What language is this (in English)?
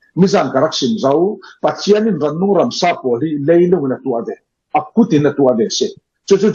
Falam Chin